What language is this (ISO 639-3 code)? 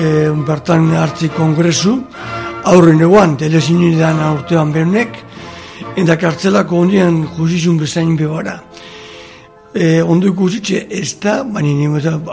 eus